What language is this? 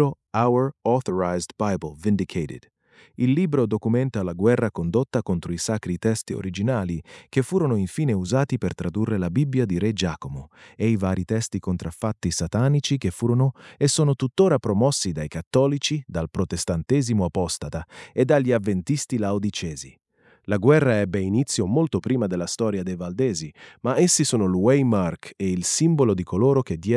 Italian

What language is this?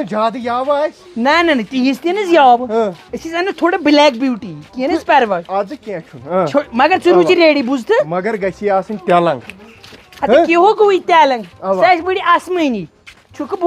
Kashmiri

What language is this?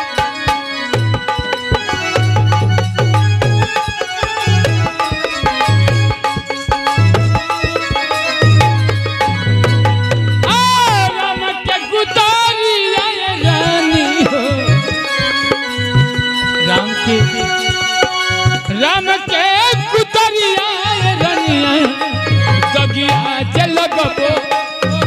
Bhojpuri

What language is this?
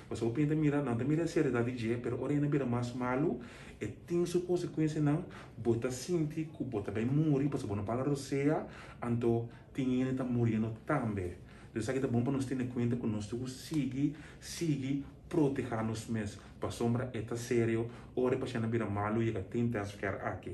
Papiamento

